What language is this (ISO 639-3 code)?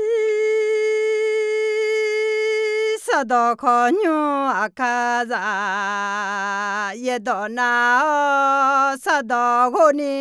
ahk